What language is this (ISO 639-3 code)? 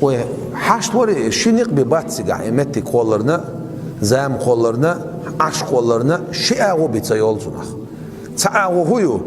che